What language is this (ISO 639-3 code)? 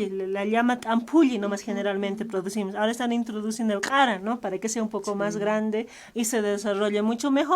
aym